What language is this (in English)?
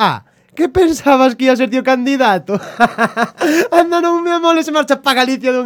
Galician